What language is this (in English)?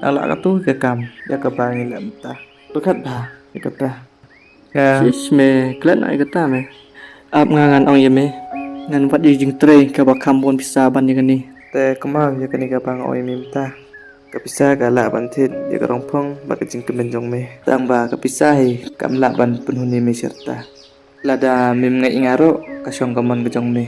Khasi